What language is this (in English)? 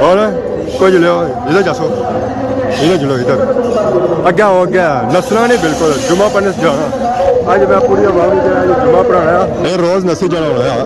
Pahari-Potwari